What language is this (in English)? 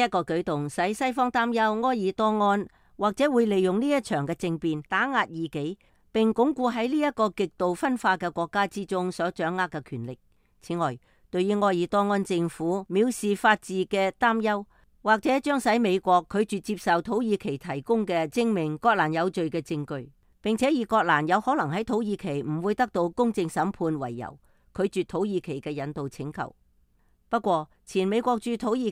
Cantonese